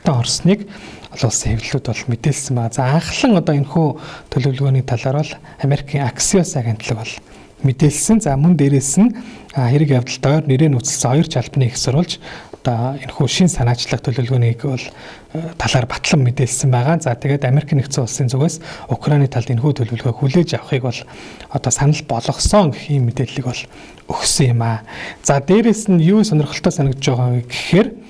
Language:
Mongolian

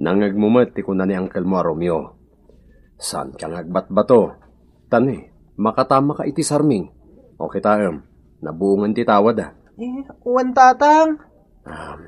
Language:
Iloko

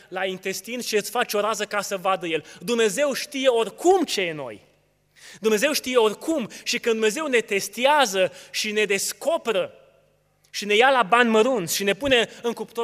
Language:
Romanian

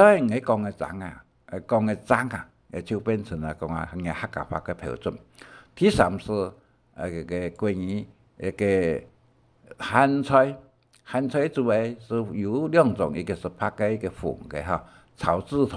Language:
Hakka Chinese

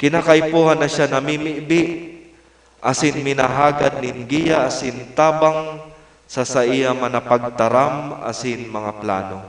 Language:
Bikol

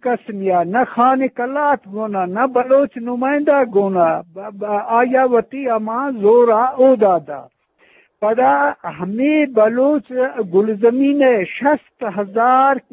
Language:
Eastern Balochi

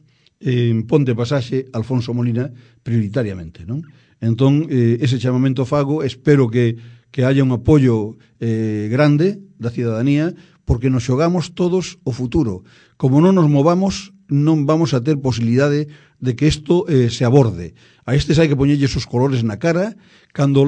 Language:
Galician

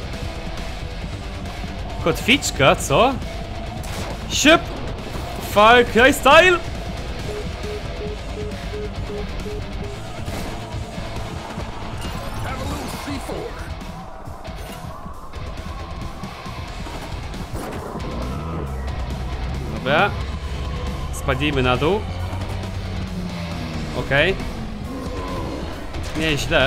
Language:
Polish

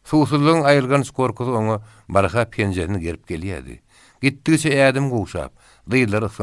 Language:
Turkmen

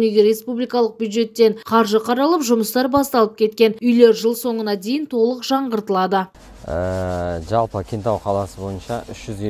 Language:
Kazakh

